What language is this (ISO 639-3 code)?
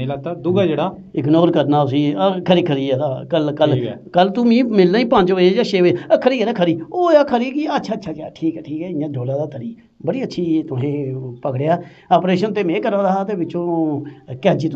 doi